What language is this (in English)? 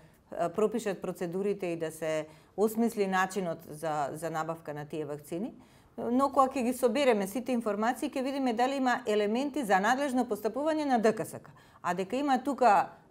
Macedonian